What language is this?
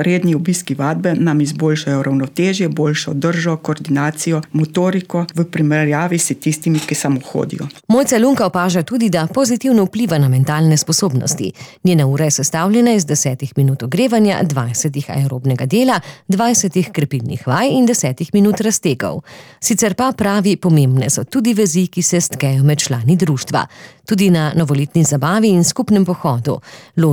Slovenian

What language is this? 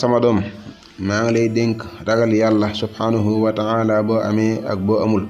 Wolof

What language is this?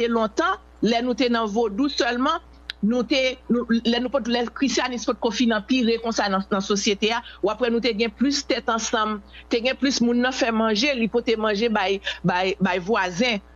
Haitian Creole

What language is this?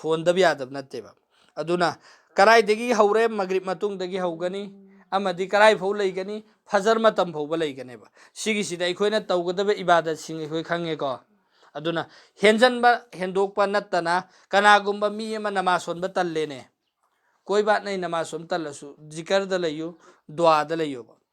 Manipuri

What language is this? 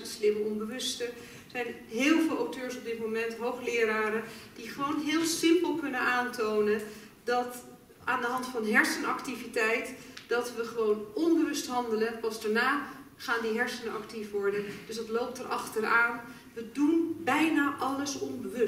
Dutch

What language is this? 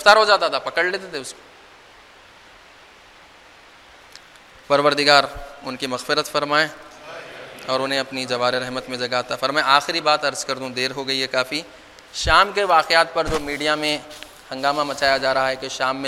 Urdu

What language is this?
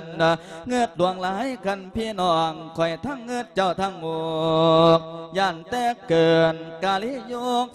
Lao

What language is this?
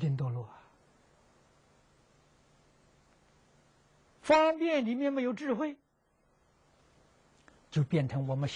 Chinese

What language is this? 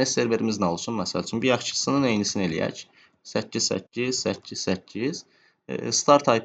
Azerbaijani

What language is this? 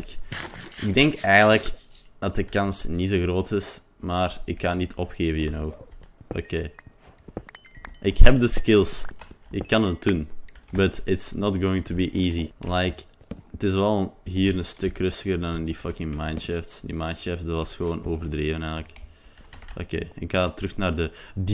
Dutch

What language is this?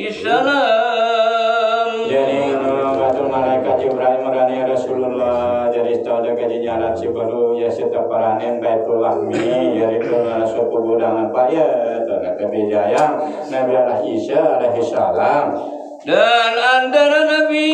Sasak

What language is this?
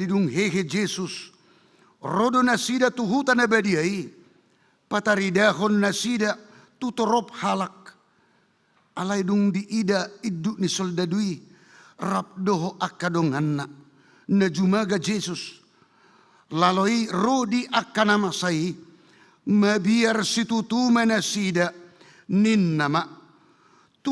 Batak Toba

